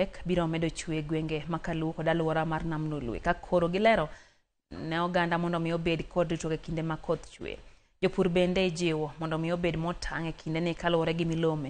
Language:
Luo (Kenya and Tanzania)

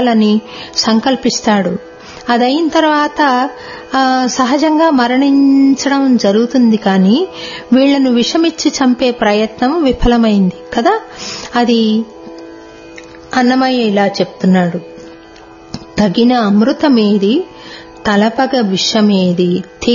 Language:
Telugu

